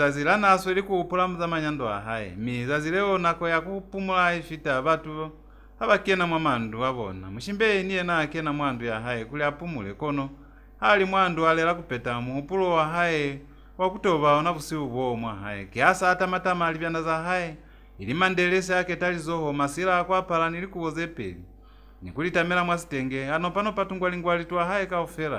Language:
Lozi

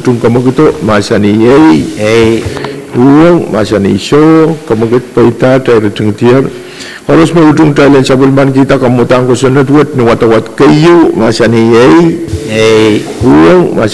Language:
Pohnpeian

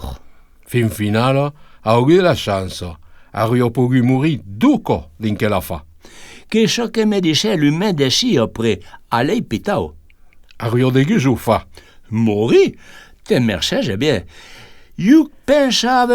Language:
Occitan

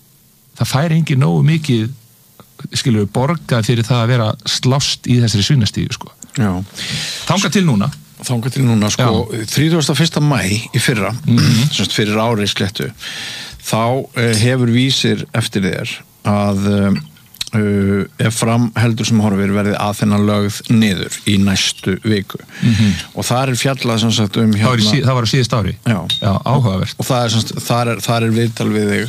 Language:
Icelandic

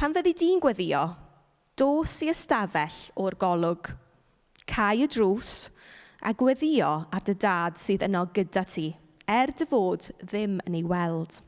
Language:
Welsh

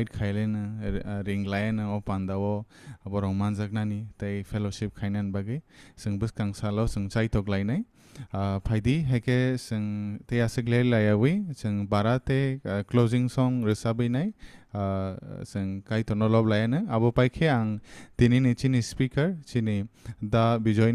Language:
Kok Borok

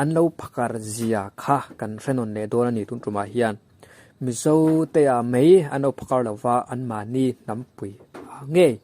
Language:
Mizo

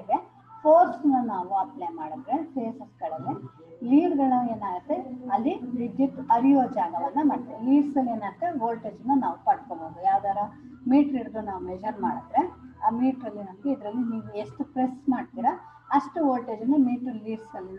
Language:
Kannada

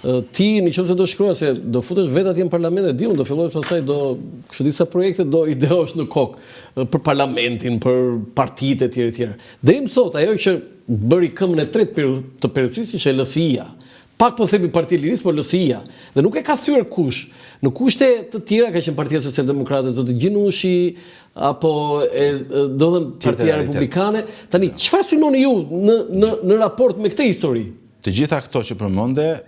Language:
Albanian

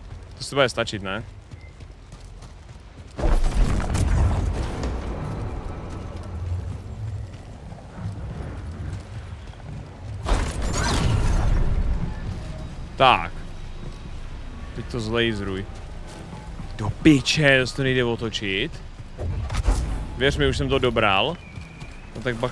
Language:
Czech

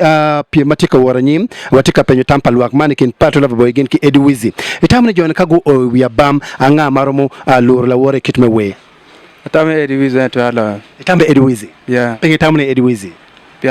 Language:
Acoli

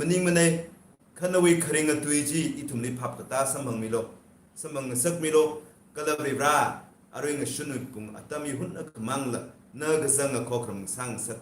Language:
Tangkhul Naga (India)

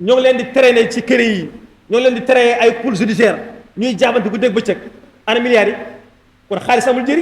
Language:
Wolof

